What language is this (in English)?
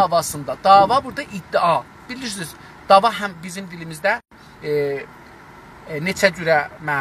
South Azerbaijani